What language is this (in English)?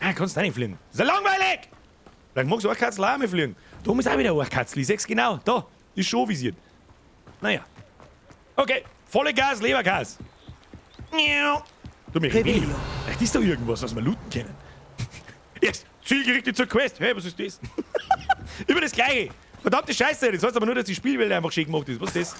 Bavarian